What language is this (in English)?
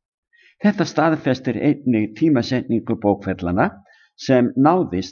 Icelandic